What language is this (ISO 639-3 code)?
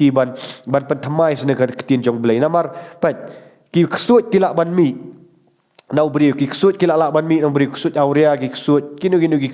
kha